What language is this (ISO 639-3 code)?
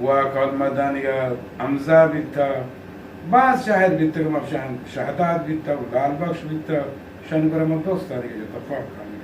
bgp